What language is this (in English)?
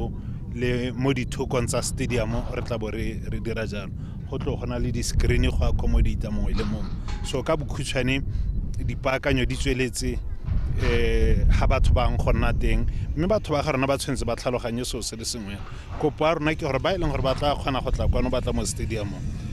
Tswana